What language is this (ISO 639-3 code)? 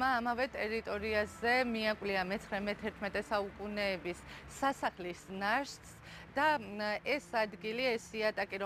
kat